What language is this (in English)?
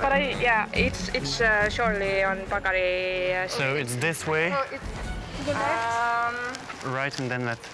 Breton